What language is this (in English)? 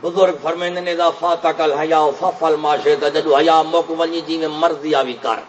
Saraiki